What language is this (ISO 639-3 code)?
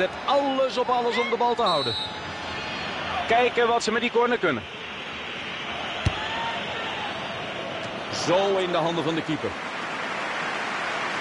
nld